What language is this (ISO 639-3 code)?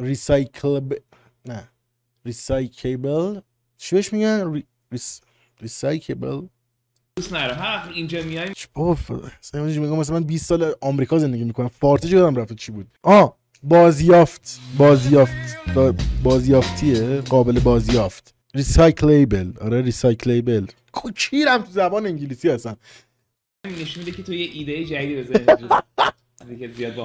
fas